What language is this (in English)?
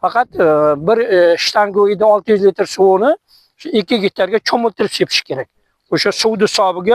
Uzbek